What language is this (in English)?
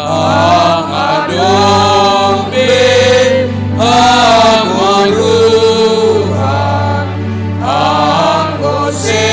Batak Simalungun